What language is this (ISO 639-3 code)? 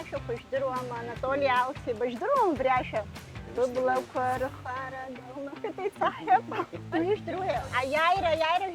abk